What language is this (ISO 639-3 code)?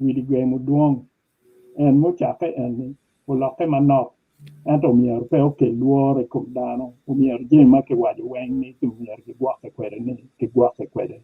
ach